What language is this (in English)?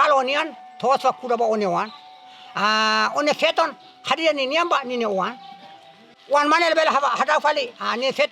Tetum